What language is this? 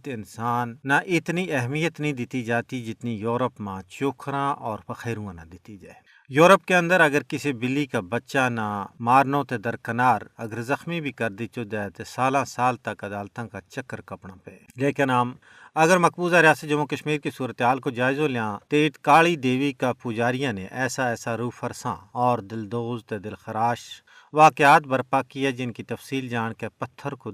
Gujari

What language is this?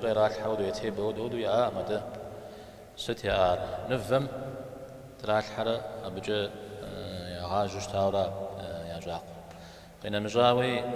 Kabardian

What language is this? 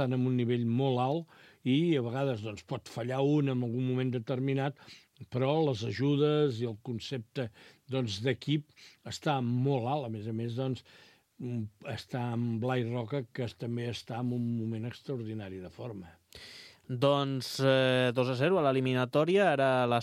Catalan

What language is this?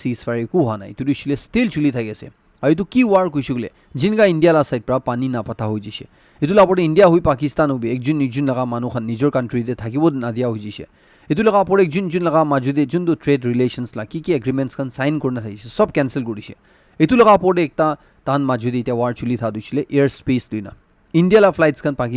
Naga Pidgin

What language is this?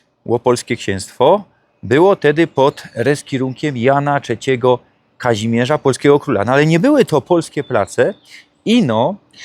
Silesian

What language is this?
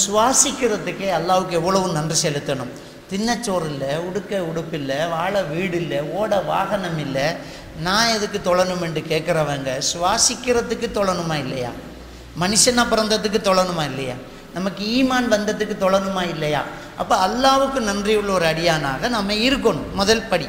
Tamil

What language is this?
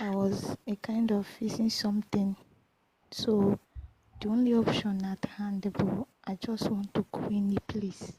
Igbo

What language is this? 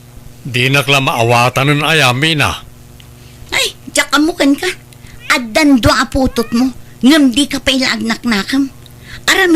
Iloko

